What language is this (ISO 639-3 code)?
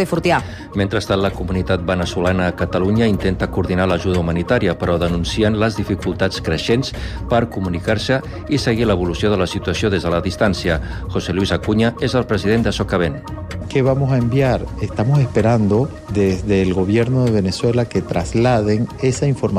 cat